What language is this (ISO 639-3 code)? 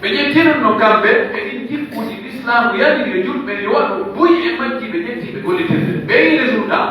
fuf